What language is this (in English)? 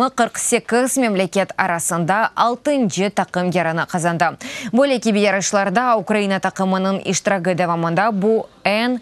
Crimean Tatar